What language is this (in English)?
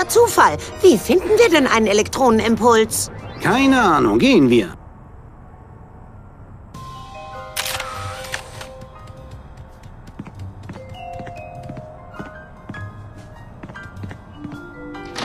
German